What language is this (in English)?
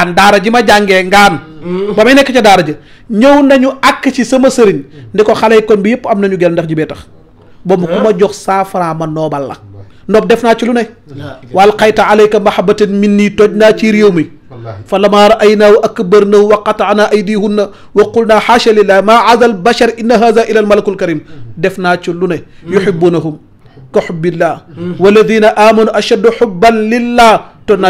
Wolof